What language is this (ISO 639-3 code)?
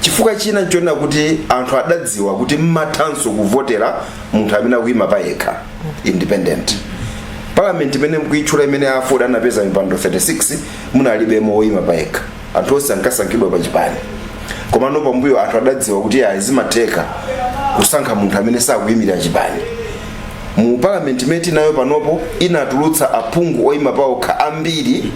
nya